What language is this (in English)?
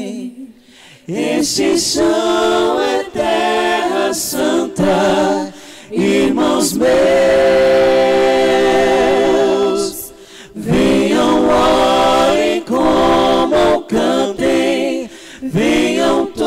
Portuguese